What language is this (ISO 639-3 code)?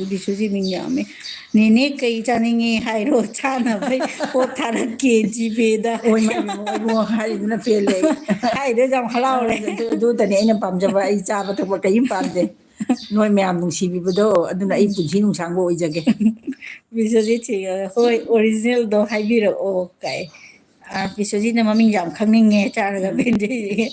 mni